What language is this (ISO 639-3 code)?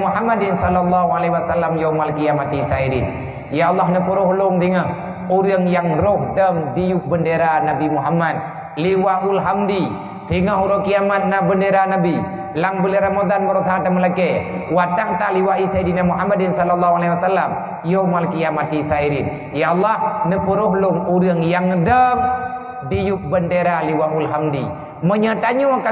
ace